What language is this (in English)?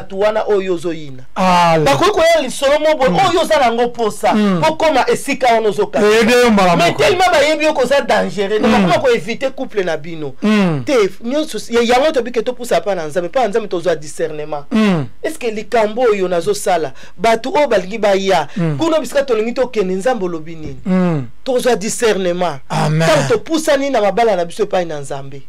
Lingala